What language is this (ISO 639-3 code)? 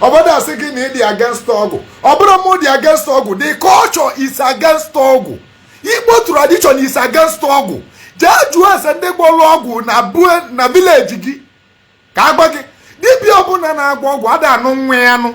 ibo